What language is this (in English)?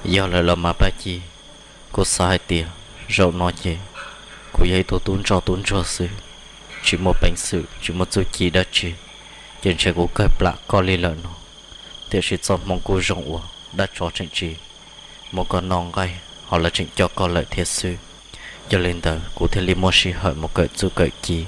Hmong